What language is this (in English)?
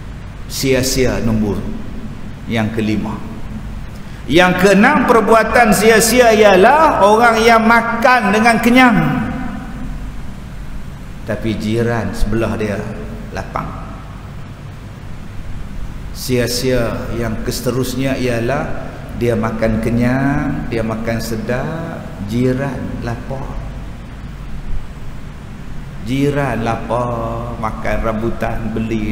Malay